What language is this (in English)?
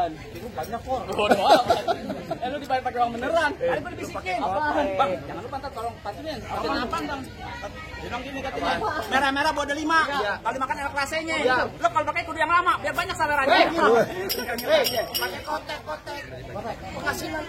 Betawi